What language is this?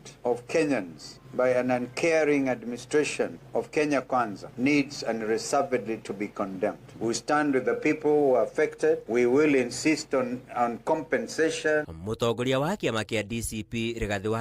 Kikuyu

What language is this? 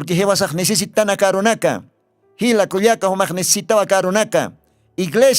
Aymara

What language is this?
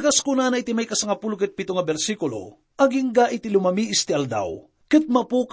Iloko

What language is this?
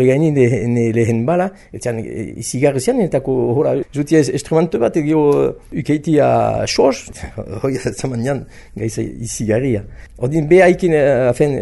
Basque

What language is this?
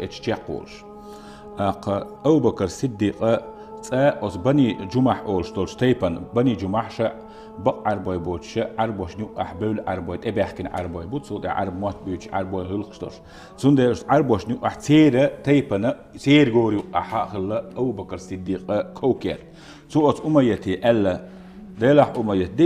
Chechen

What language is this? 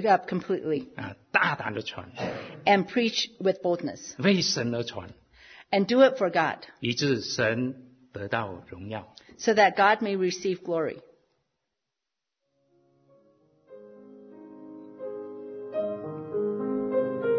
Chinese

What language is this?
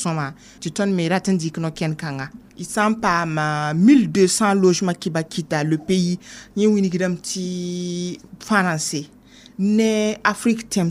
Mossi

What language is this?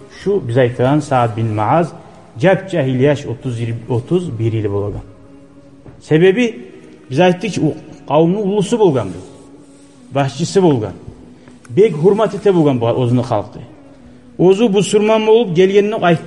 Kumyk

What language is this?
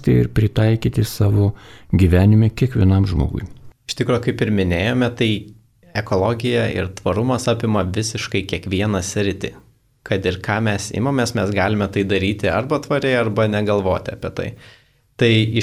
Lithuanian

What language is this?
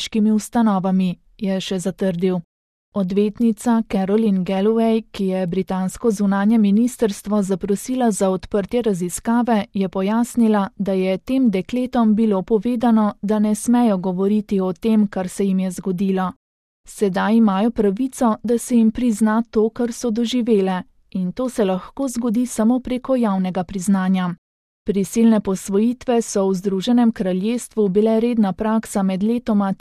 Slovenian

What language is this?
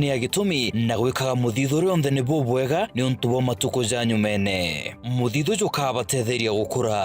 Meru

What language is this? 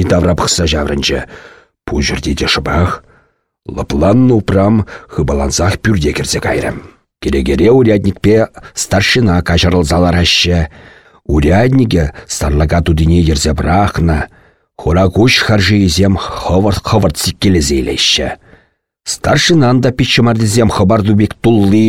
Chuvash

